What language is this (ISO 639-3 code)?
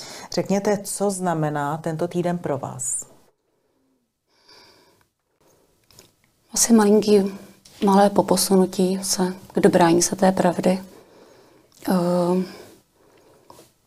ces